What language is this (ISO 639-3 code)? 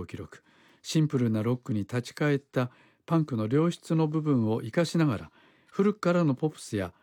jpn